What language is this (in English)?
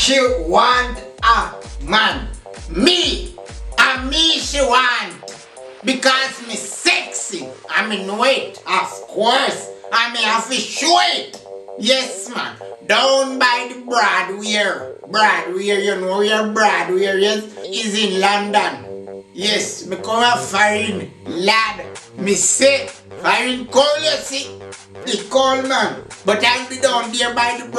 Jamaican Creole English